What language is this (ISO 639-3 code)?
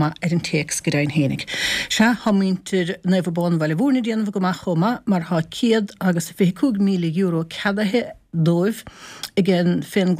gle